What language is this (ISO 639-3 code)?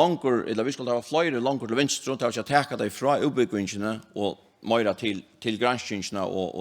fao